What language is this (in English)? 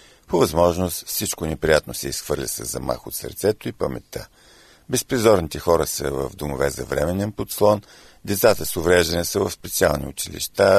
Bulgarian